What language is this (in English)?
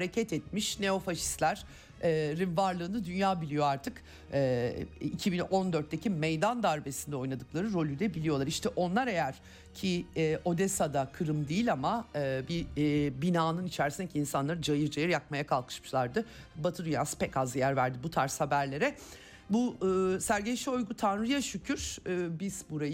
Turkish